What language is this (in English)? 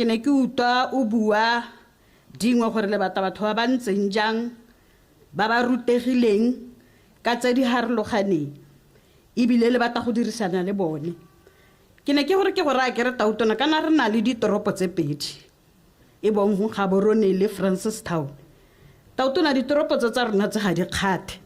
Tswana